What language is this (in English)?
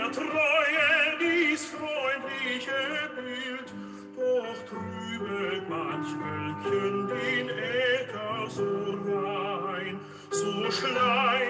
German